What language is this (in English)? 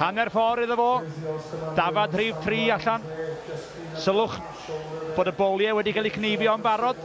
Welsh